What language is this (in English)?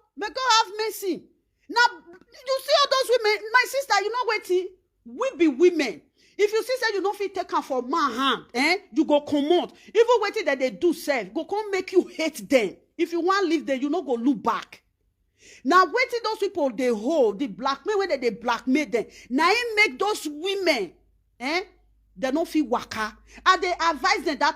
Nigerian Pidgin